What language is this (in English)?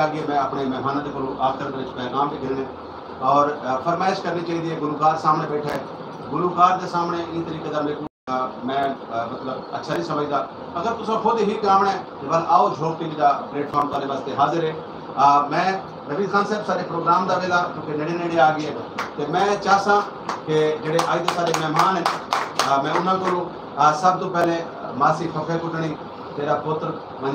Saraiki